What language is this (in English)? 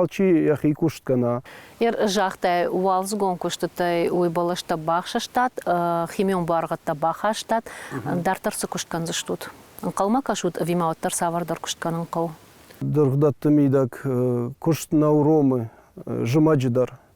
Ossetic